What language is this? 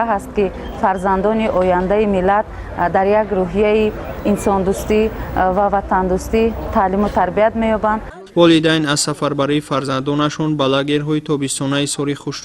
Tajik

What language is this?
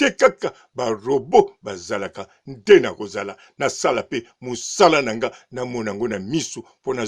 Lingala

